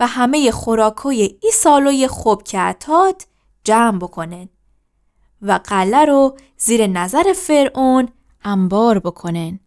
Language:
Gilaki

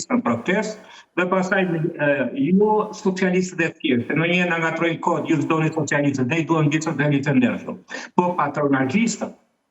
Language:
Albanian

